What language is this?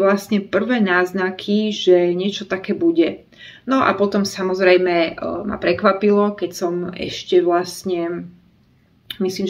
Slovak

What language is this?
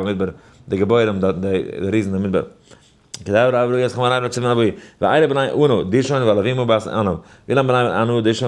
Yiddish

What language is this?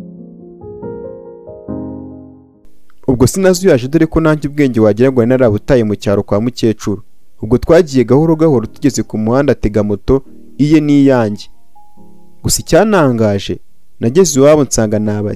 Kinyarwanda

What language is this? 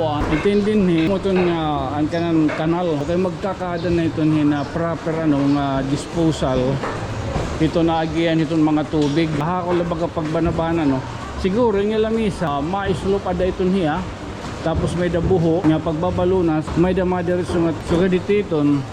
Waray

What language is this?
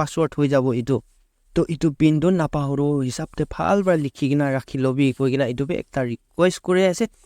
Naga Pidgin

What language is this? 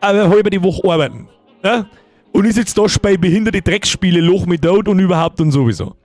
Bavarian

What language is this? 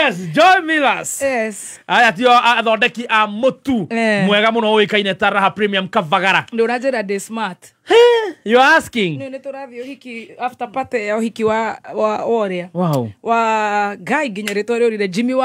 Kikuyu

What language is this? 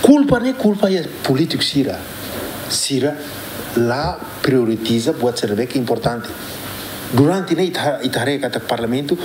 Tetum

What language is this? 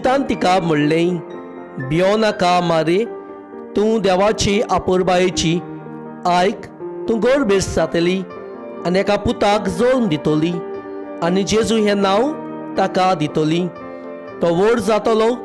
Konkani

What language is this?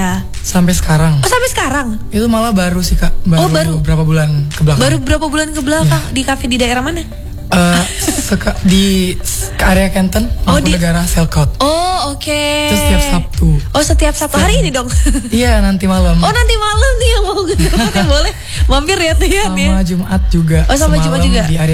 Indonesian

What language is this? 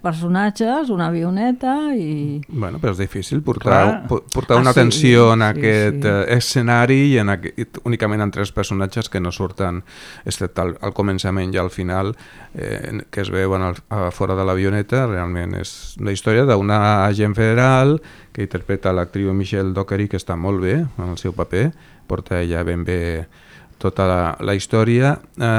Catalan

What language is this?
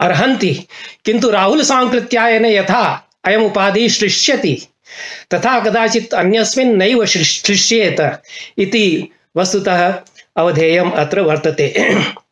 Sanskrit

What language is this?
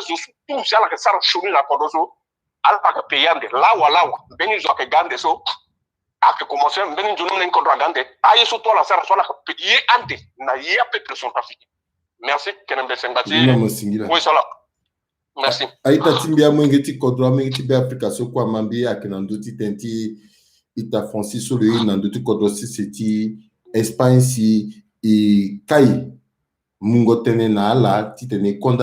Sango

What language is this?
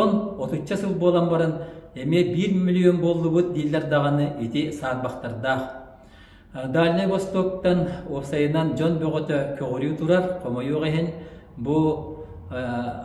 Yakut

